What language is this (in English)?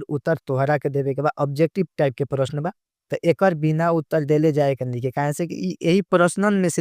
Bhojpuri